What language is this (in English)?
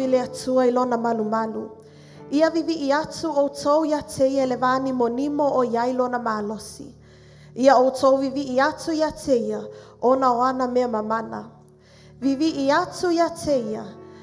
Samoan